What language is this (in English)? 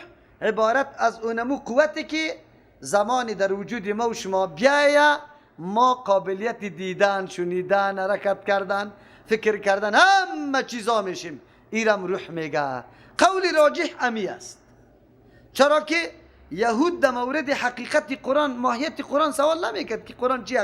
Persian